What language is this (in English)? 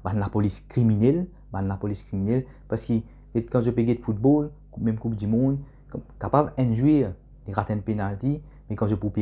Morisyen